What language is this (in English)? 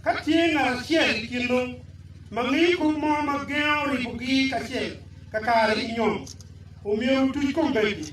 Acoli